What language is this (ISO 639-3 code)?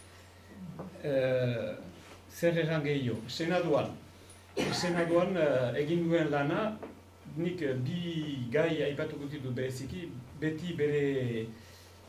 eus